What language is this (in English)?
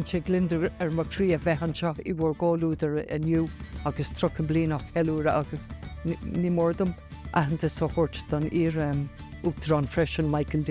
Irish